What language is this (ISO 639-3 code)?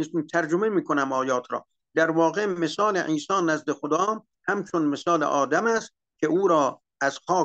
fas